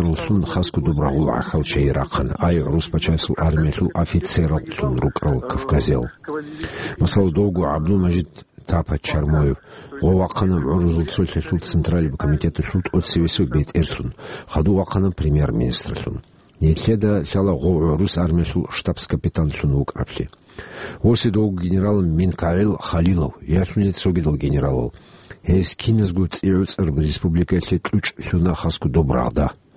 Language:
Avaric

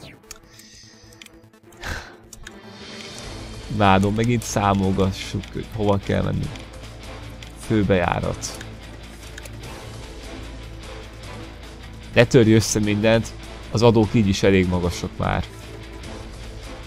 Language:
Hungarian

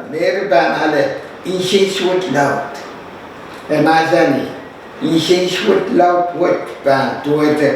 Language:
Pohnpeian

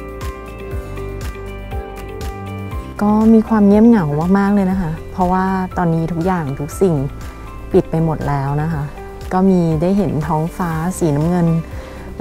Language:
Thai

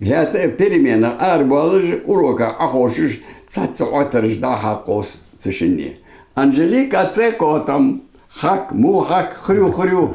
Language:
Ingush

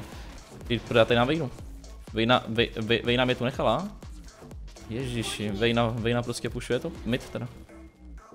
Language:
Czech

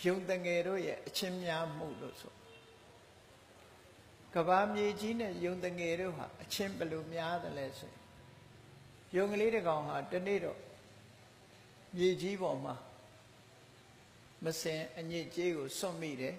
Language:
Burmese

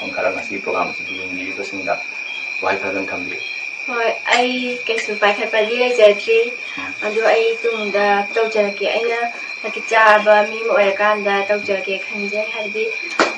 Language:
Manipuri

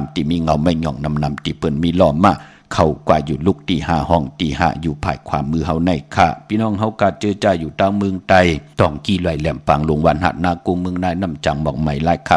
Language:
Shan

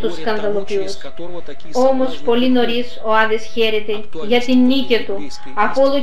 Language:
Greek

